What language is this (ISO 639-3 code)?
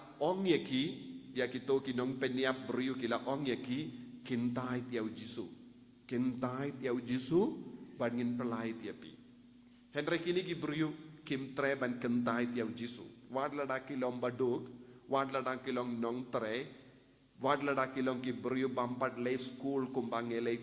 kha